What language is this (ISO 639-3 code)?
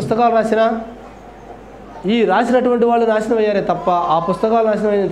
tel